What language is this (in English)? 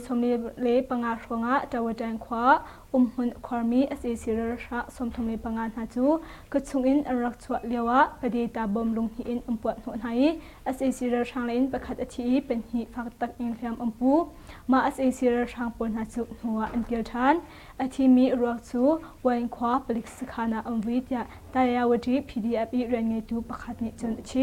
Hakha Chin